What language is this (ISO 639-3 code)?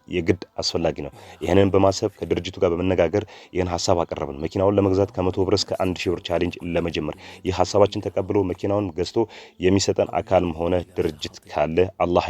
amh